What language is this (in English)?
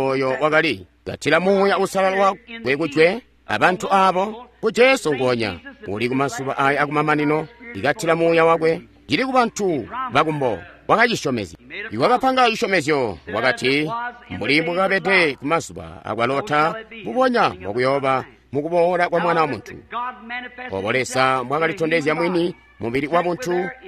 Tonga (Zambia)